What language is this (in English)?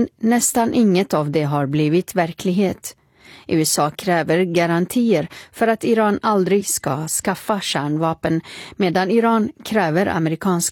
Swedish